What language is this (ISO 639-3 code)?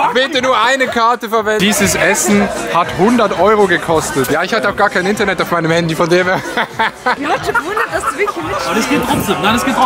gsw